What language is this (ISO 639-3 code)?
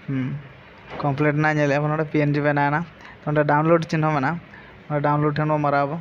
sat